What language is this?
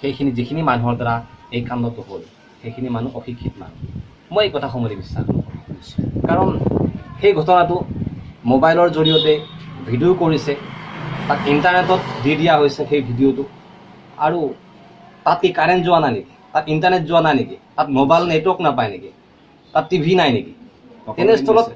Assamese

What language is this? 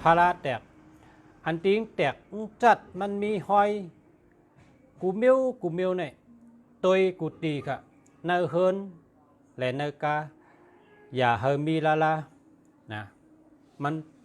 Shan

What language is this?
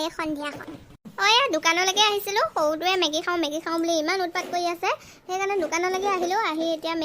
Assamese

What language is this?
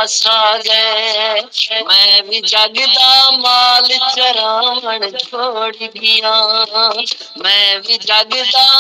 Saraiki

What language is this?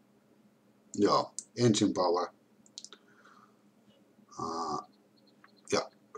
Finnish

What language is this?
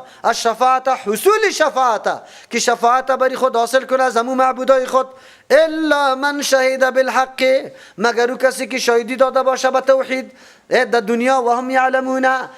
Persian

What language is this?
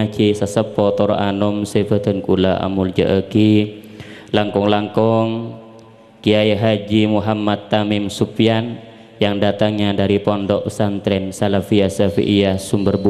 Madurese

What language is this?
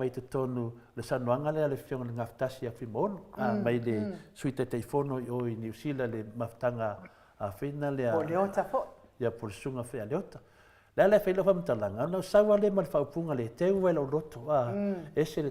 Samoan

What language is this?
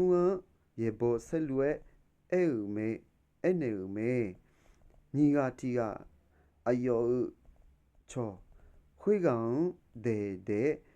Akha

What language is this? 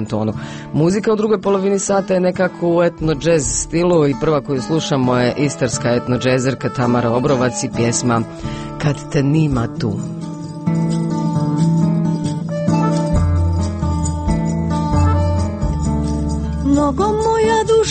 Croatian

